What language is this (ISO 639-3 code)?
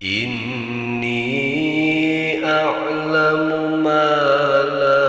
sun